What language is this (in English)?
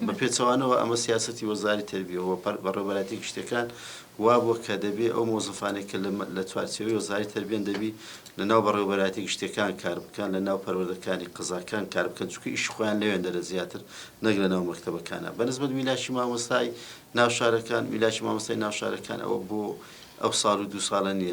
Central Kurdish